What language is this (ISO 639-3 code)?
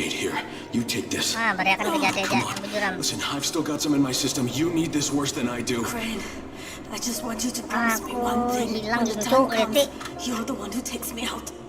bjn